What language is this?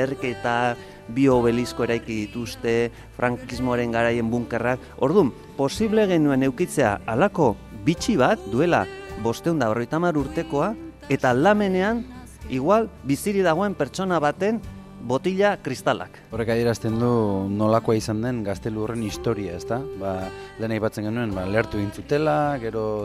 Basque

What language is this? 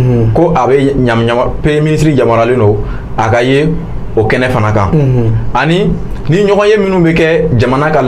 Bambara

